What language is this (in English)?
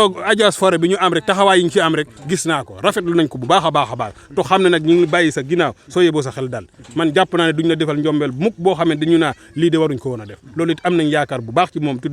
Wolof